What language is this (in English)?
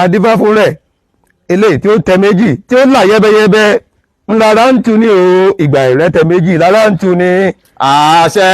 Yoruba